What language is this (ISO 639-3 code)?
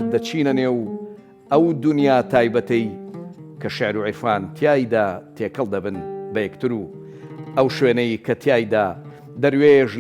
ckb